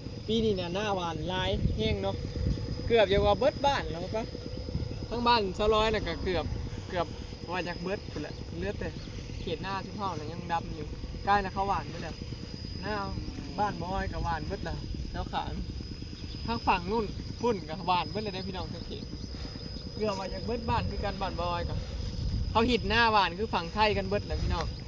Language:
Northeastern Thai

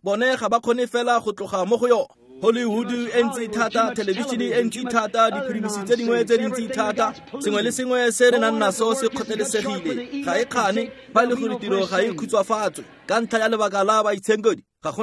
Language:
Tswana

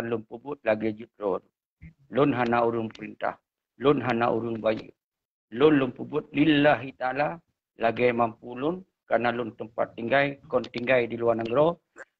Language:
Achinese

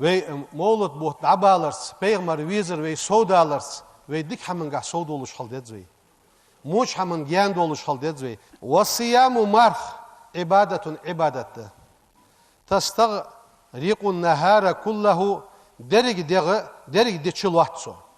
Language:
Ingush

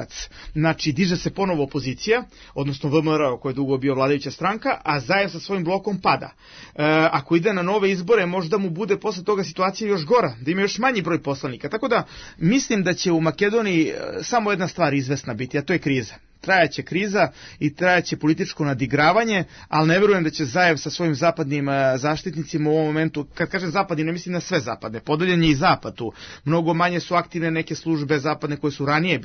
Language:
Serbian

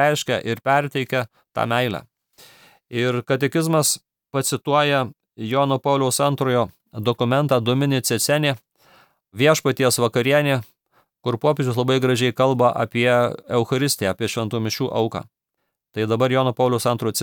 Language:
Lithuanian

